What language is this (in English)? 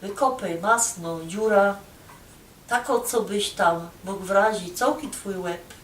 Silesian